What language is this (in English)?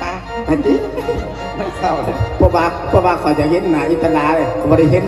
Lao